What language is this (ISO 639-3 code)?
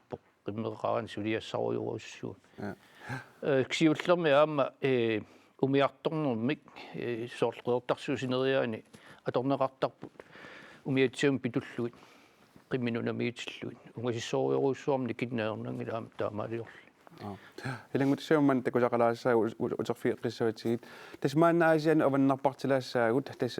kal